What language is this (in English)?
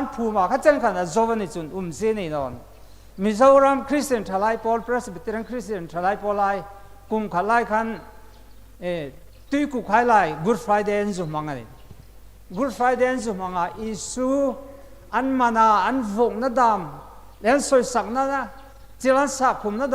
Hmar